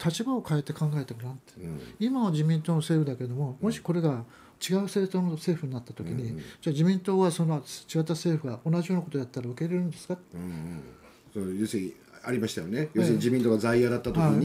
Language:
Japanese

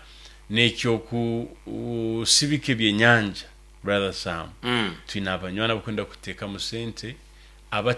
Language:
Nyoro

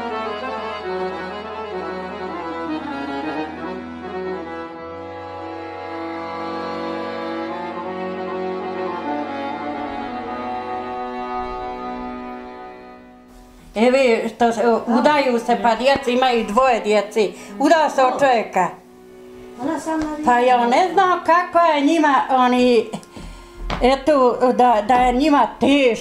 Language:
Bosnian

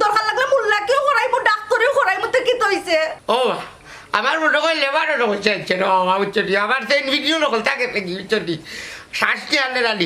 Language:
Sylheti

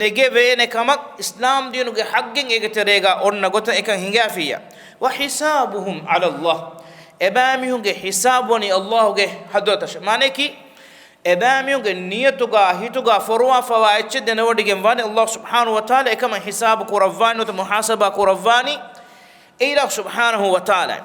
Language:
Divehi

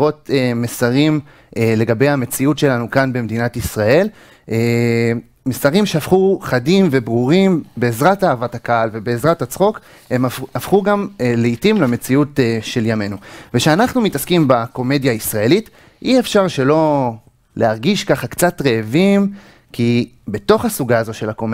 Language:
Hebrew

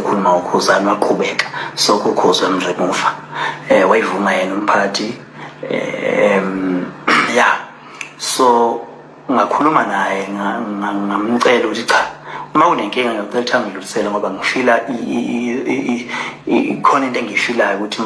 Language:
Zulu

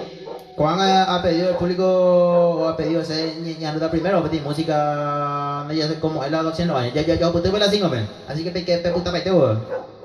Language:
Guarani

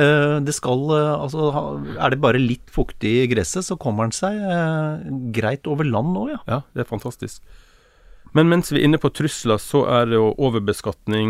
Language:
Norwegian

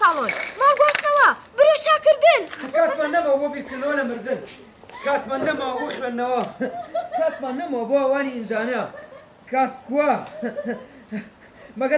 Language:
Central Kurdish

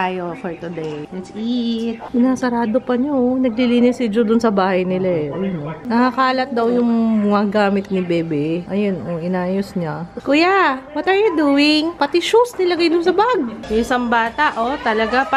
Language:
Filipino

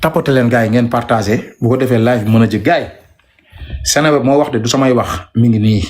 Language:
Wolof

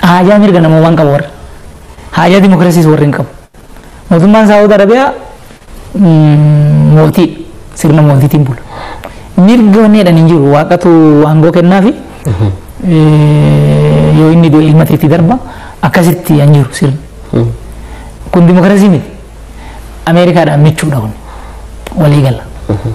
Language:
Oromo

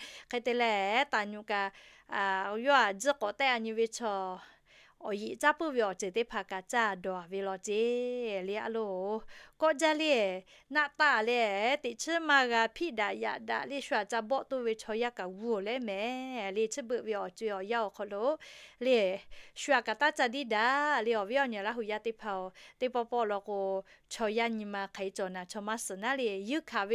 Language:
Lahu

